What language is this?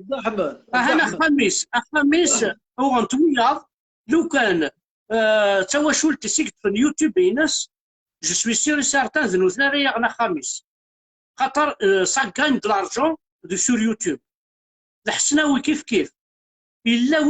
Kabyle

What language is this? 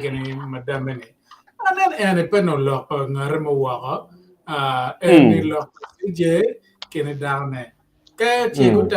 Acoli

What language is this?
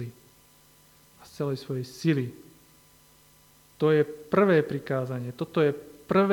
Slovak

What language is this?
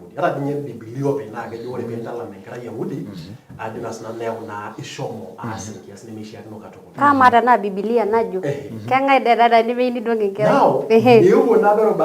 Masai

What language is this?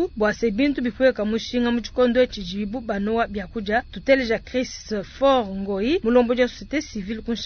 Luba-Lulua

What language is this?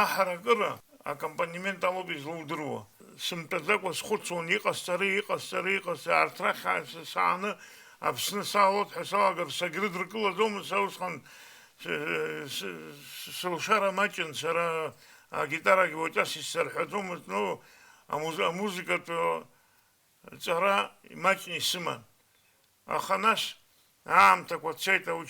Abkhazian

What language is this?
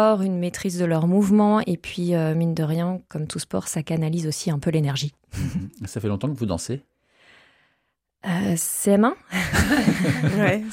French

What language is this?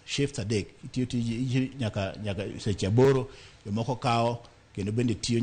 Luo (Kenya and Tanzania)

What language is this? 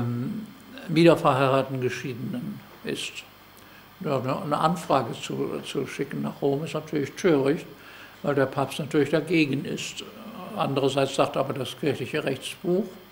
German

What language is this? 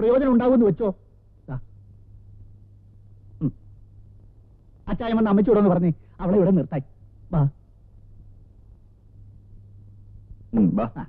Malayalam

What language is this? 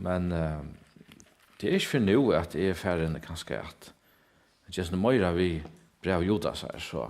Faroese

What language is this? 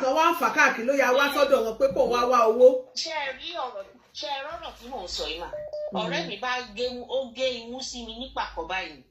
Yoruba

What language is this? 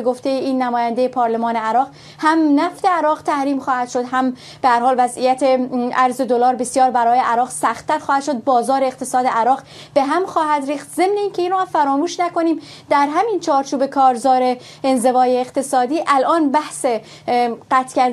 Persian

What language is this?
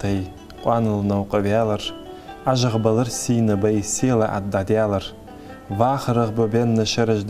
Ingush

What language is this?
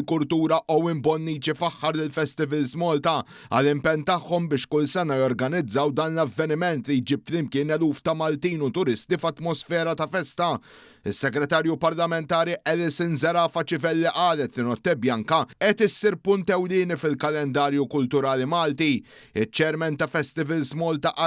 Maltese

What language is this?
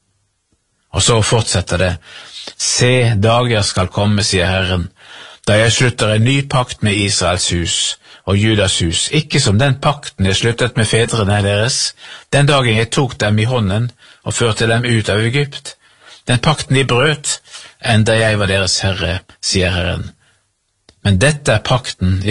Norwegian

